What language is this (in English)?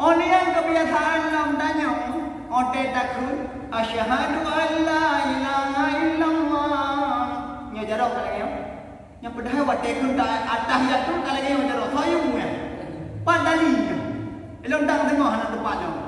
Achinese